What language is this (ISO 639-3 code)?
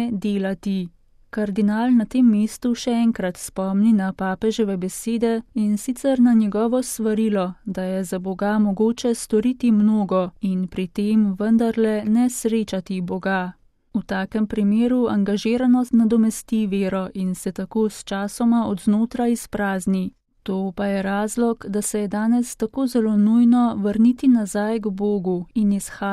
slv